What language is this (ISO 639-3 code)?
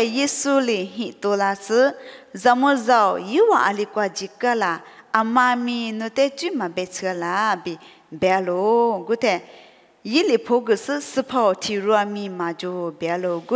lis